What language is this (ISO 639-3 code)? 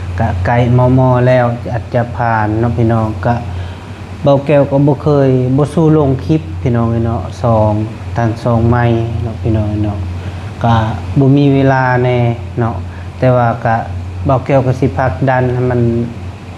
lao